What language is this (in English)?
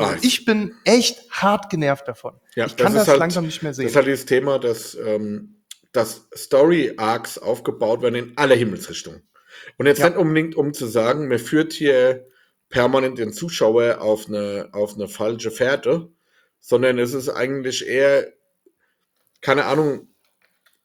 German